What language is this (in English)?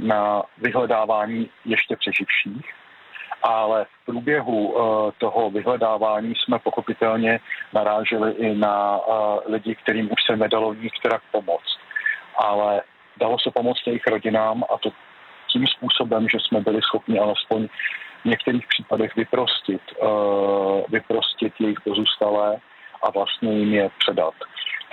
Czech